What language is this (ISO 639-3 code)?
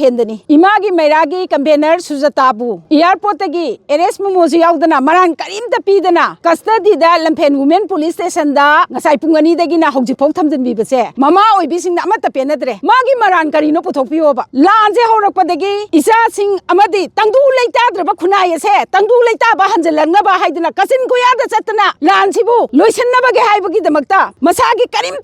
mni